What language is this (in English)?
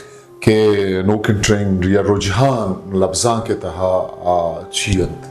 Eastern Balochi